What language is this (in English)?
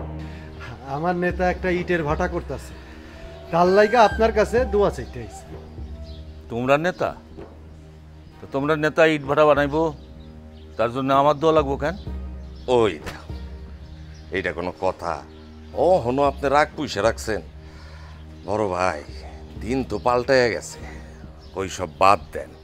Bangla